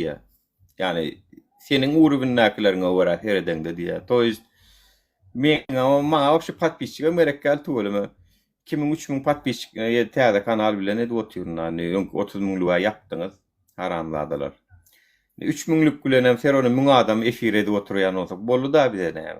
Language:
Turkmen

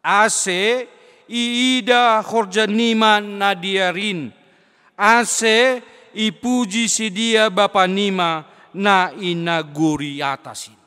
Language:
Batak Simalungun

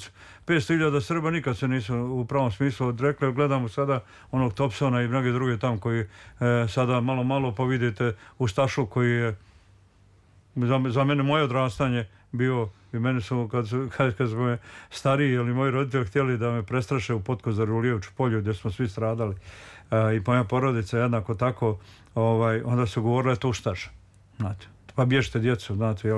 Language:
Serbian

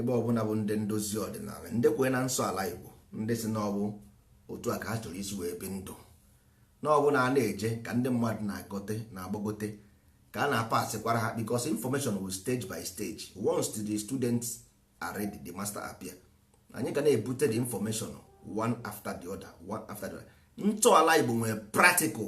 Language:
Igbo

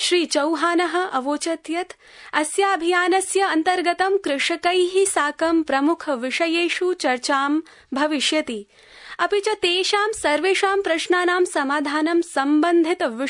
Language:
Sanskrit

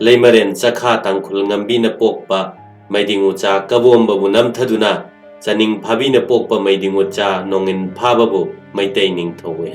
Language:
Manipuri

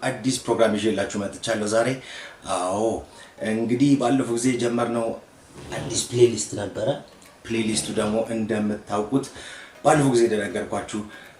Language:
Amharic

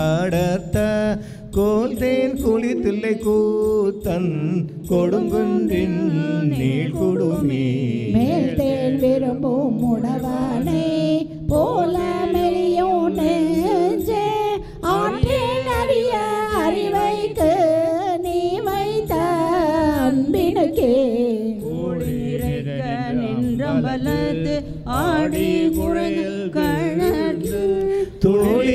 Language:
Tamil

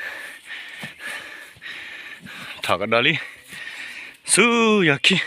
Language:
S'gaw Karen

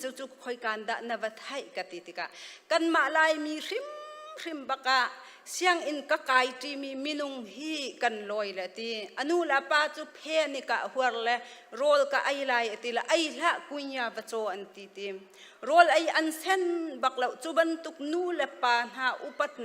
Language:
Hakha Chin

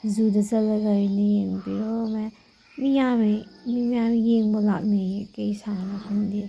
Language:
Manipuri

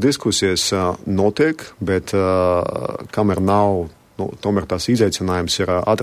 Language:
Latvian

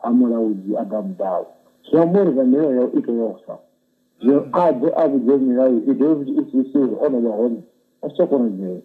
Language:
Venda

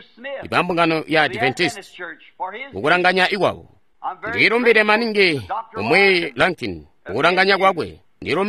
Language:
Tonga (Zambia)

